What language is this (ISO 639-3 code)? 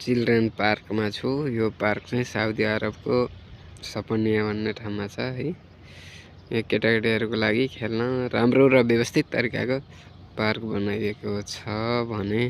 nep